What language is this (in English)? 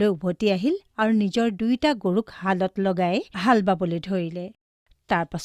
Assamese